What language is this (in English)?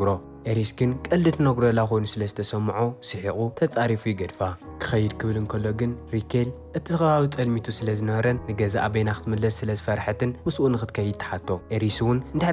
Tigrinya